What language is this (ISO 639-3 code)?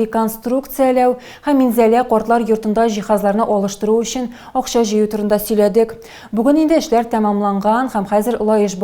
tat